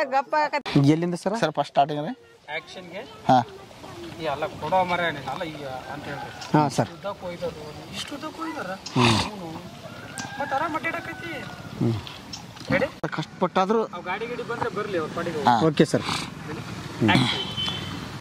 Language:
Kannada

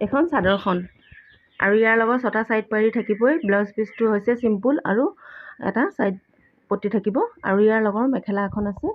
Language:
Assamese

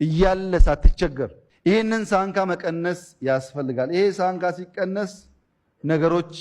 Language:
Amharic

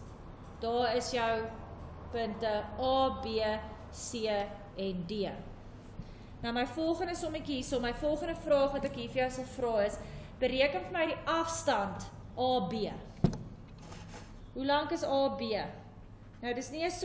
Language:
Afrikaans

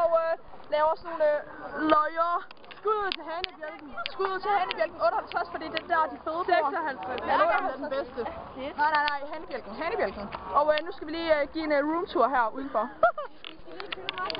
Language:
Danish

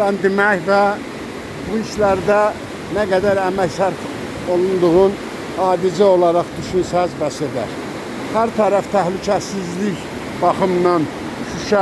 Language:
Azerbaijani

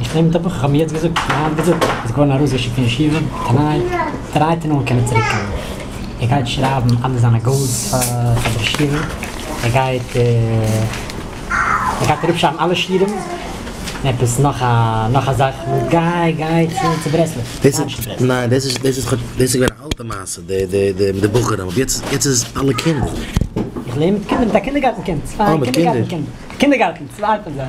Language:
Yiddish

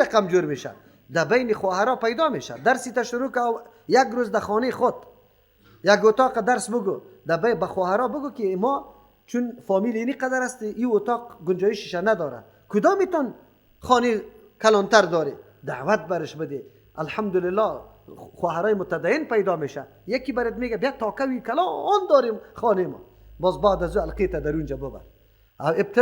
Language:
Persian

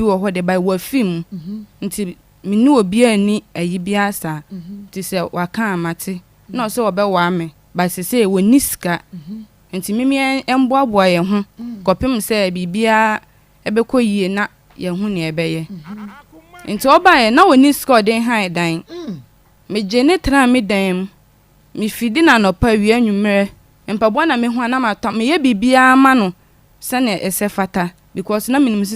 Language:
Akan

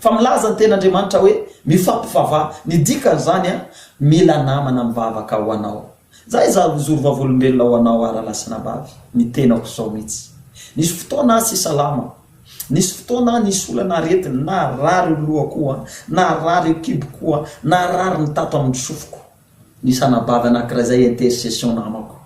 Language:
Malagasy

